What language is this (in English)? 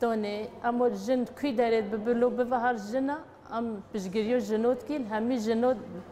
Kurdish